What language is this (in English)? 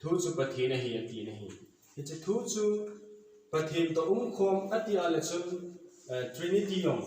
Thado Chin